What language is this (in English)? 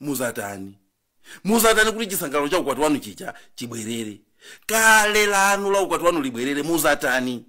Nyanja